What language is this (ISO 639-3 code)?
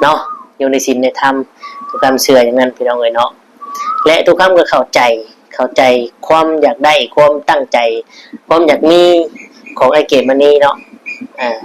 lao